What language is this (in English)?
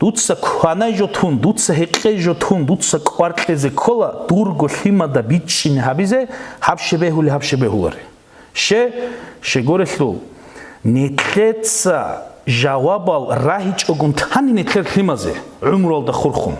Avaric